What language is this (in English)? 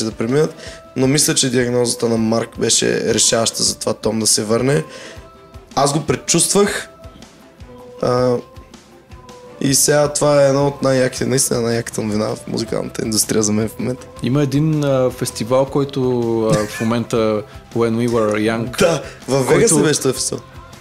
Bulgarian